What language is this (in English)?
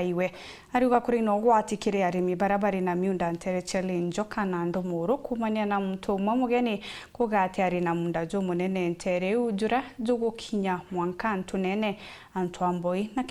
Meru